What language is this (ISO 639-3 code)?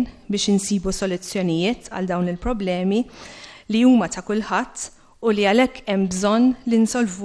mlt